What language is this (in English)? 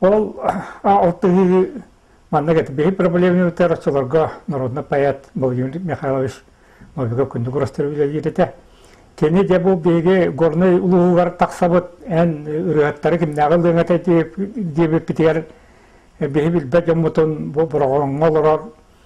Yakut